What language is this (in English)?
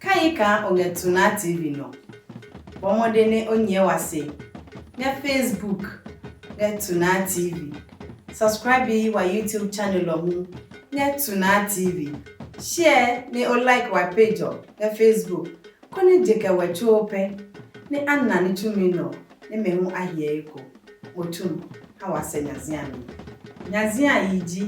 Adangme